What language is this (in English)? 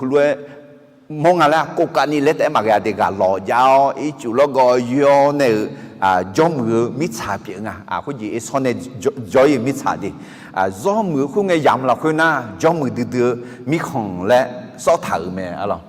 Akha